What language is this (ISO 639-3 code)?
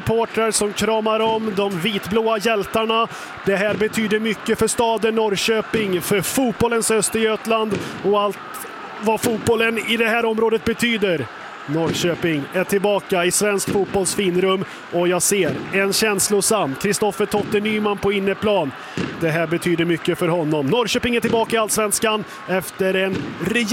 swe